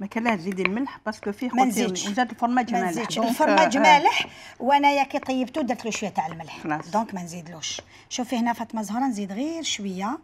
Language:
Algerian Arabic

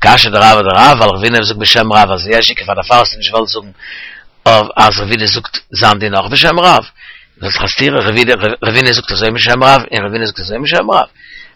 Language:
Yiddish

